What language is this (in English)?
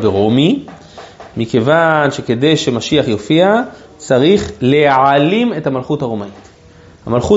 Hebrew